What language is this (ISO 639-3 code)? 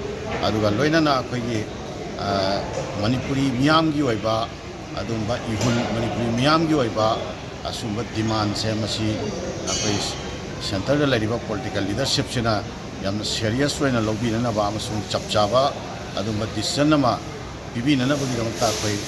mni